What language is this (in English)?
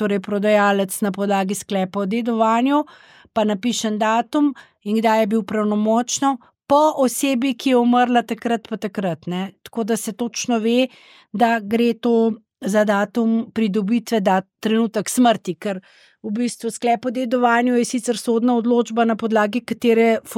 Slovenian